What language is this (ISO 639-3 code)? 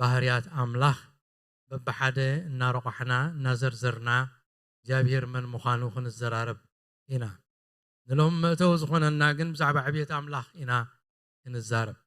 tir